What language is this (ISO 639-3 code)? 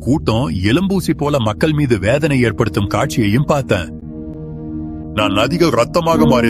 tam